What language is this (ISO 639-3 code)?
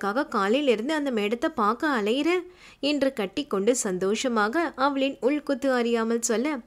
tam